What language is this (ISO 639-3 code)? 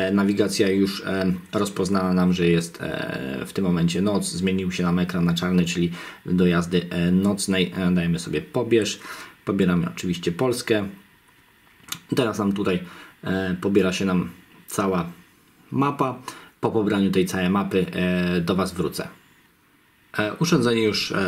pol